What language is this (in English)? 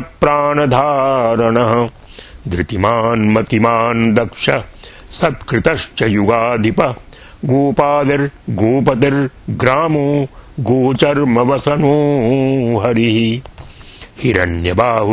Sanskrit